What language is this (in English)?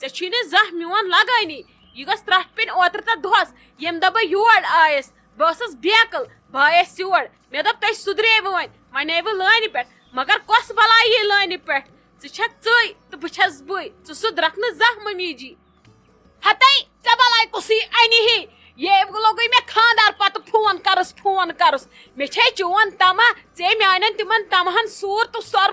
Kashmiri